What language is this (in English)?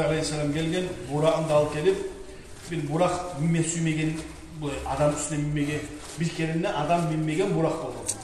Kumyk